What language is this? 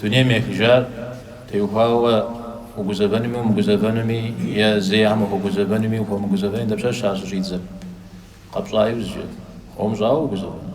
Kabardian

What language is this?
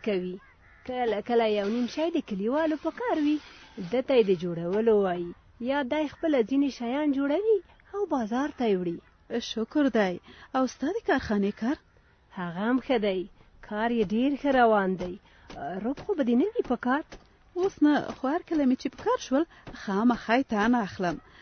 Pashto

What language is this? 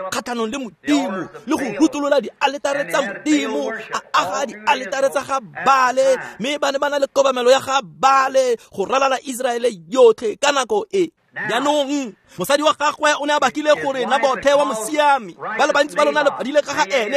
Tswana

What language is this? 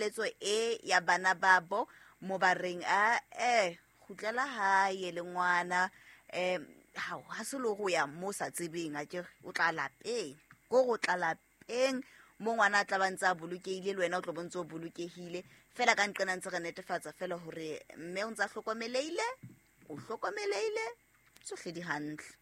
Southern Sotho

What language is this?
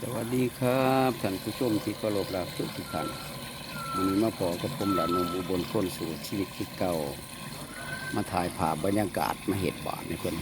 Lao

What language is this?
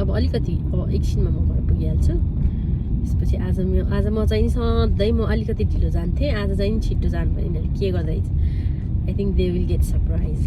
Nepali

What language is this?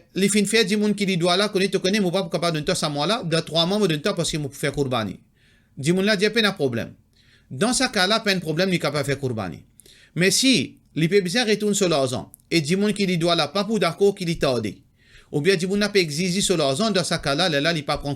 Morisyen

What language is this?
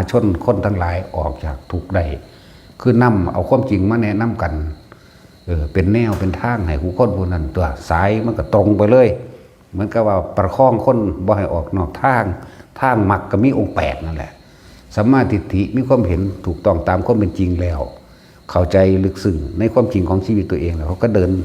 Northeastern Thai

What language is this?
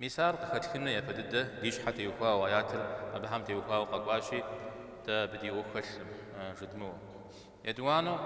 Kabardian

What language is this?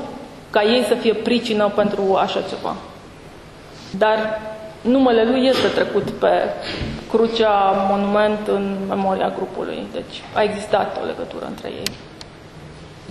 Romanian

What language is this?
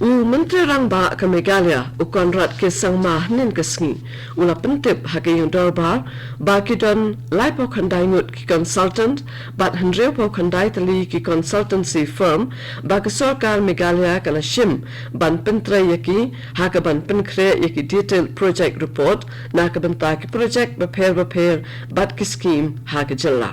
Khasi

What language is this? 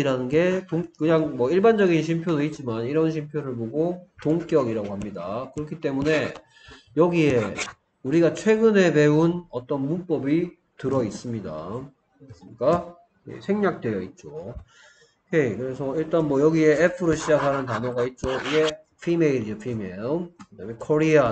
Korean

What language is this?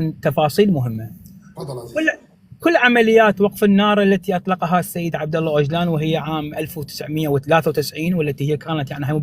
North Levantine Arabic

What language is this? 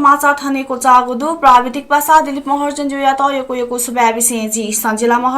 Newari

